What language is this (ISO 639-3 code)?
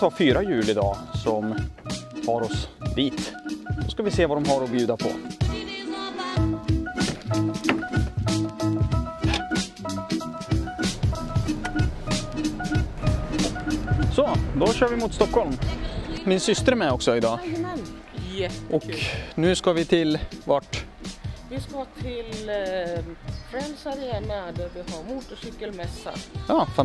swe